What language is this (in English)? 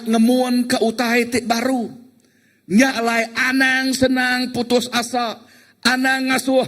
Iban